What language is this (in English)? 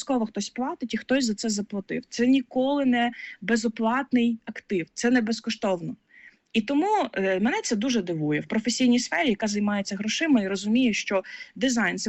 Ukrainian